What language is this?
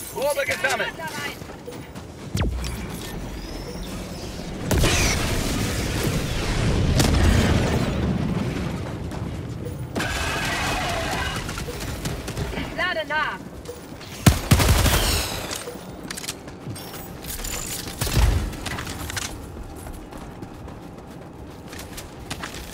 German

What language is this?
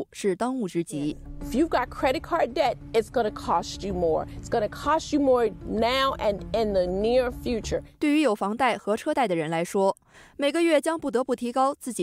Chinese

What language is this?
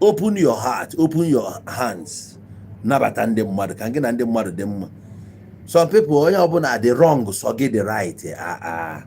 Igbo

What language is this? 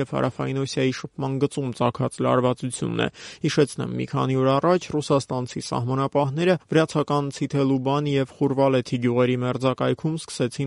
Armenian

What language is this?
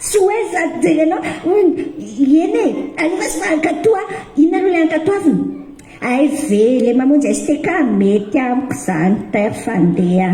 Malagasy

